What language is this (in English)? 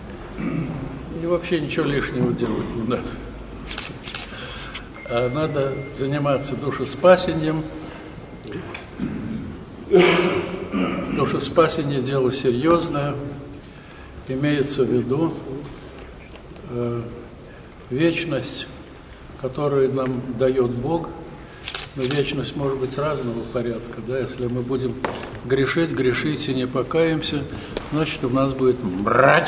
Russian